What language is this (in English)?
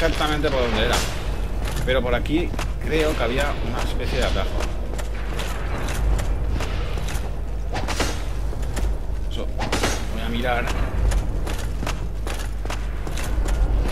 Spanish